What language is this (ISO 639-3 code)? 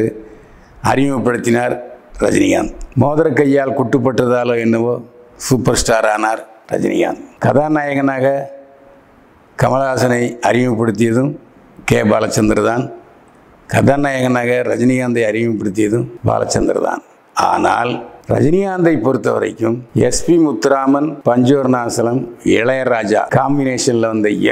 tam